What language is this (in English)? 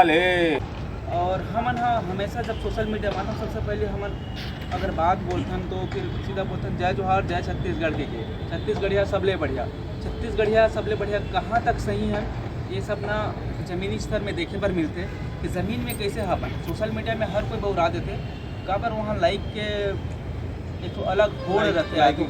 Chhattisgarhi